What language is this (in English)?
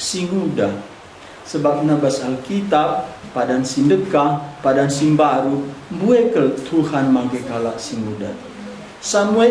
Batak Karo